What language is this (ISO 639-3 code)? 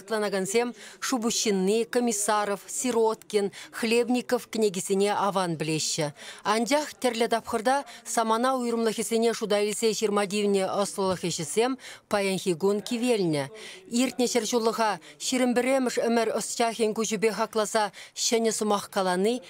chv